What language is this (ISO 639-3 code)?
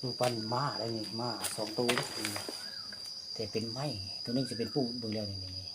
tts